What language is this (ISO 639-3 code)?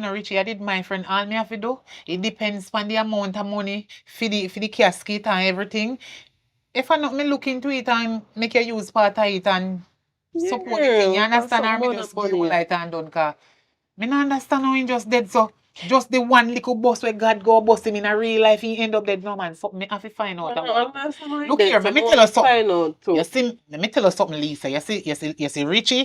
jam